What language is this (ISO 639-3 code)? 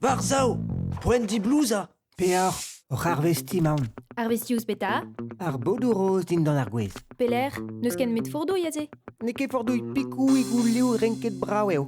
bre